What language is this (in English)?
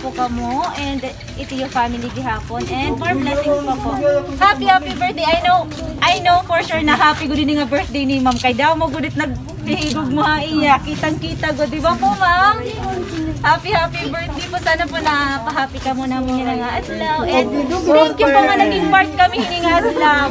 Waray